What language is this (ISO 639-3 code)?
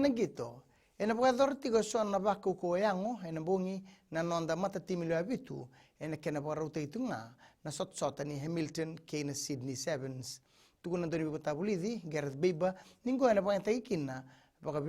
fij